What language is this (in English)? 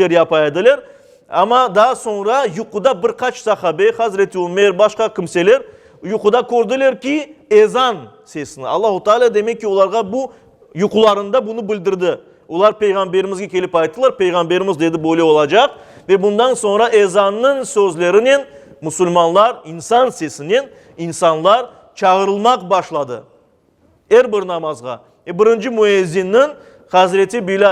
Crimean Tatar